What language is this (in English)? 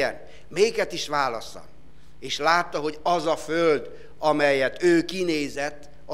Hungarian